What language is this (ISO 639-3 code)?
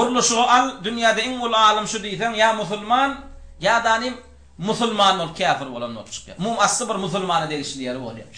tuk